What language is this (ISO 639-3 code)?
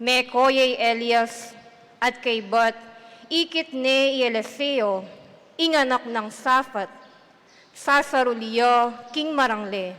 pam